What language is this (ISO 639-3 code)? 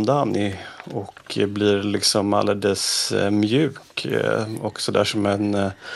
swe